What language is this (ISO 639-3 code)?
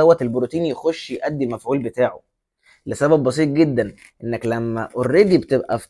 arz